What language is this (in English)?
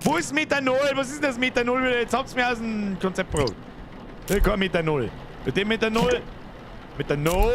Bavarian